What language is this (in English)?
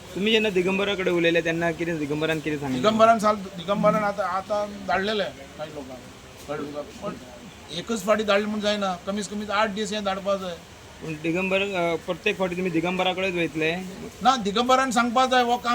Konkani